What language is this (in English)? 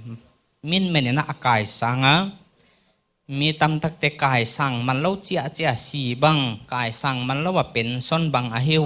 Paite Chin